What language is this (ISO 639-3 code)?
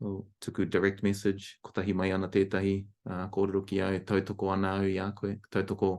mri